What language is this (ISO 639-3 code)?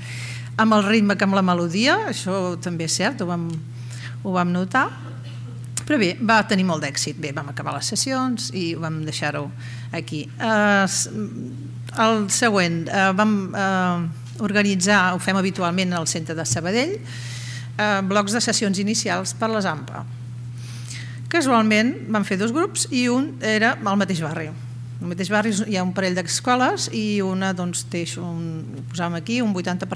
cat